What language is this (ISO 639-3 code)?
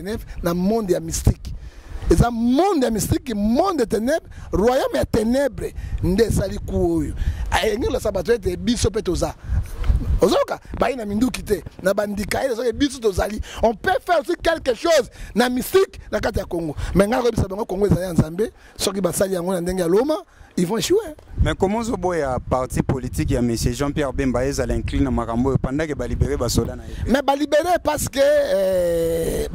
lin